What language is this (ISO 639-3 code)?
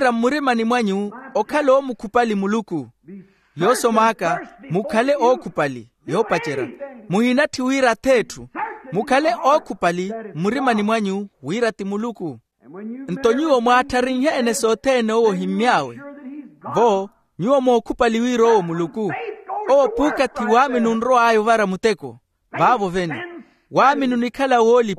vmw